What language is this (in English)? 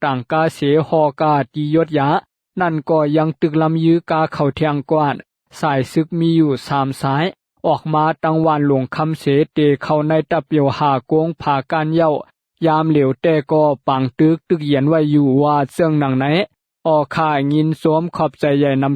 Shan